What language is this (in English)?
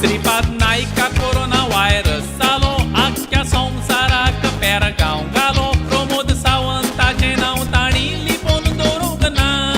Konkani